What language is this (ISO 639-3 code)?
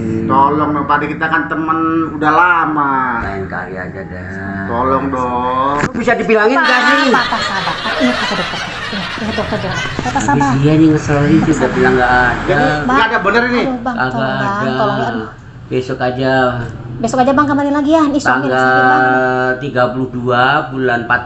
bew